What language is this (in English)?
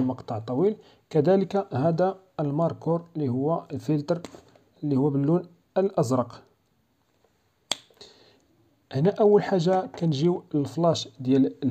Moroccan Arabic